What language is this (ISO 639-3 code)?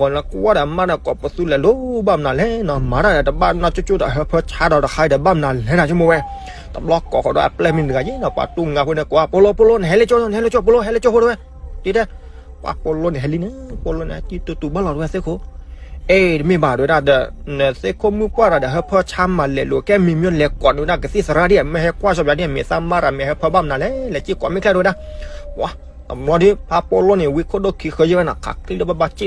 ksw